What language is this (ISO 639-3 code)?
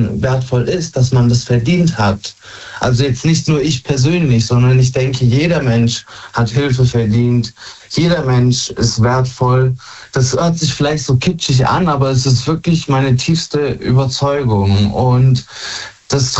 deu